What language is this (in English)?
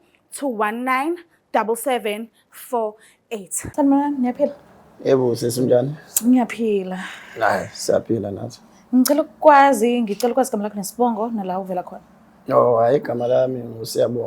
Zulu